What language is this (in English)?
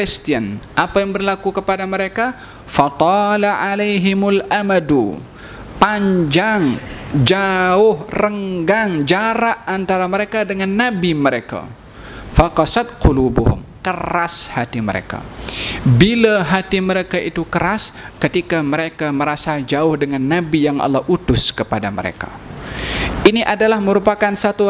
Malay